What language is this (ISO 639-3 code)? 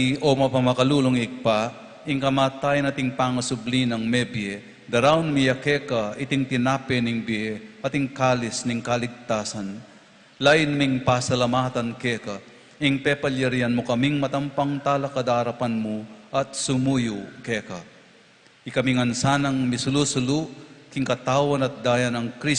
pam